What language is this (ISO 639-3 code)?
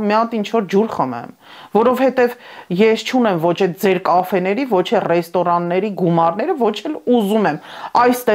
hye